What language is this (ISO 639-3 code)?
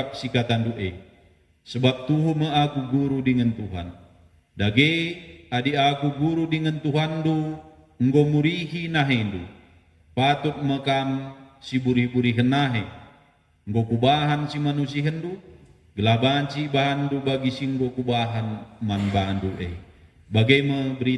btx